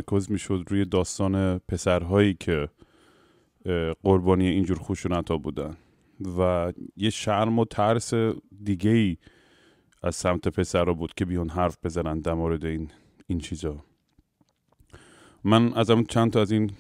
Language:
Persian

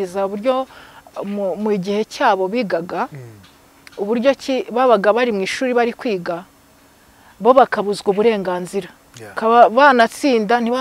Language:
Kinyarwanda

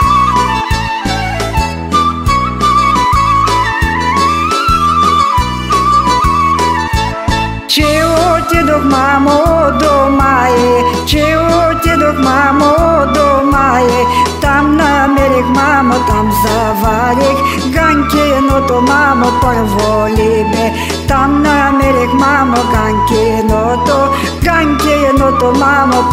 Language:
Bulgarian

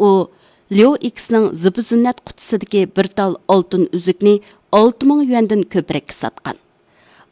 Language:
Uyghur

